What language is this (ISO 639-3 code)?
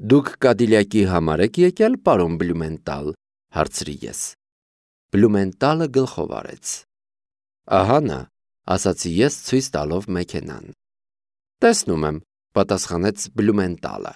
hye